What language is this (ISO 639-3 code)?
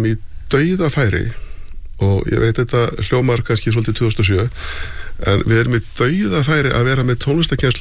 isl